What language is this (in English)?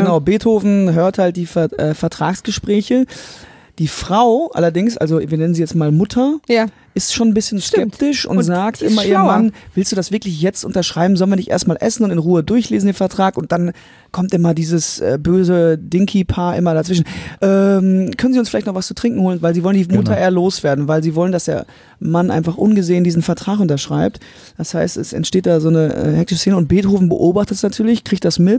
German